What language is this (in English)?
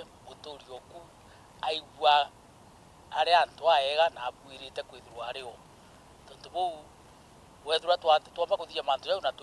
Meru